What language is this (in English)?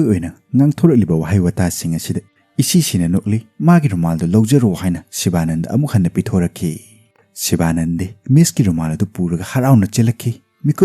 Manipuri